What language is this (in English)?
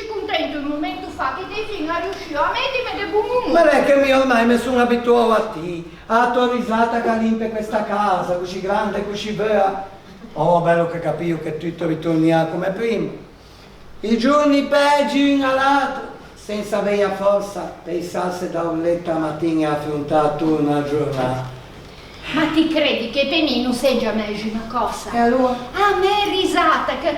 Ligurian